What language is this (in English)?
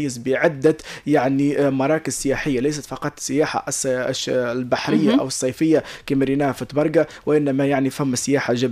Tunisian Arabic